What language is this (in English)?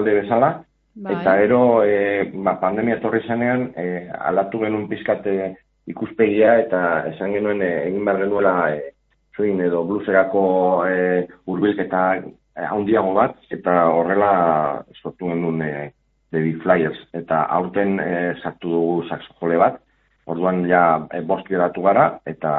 Basque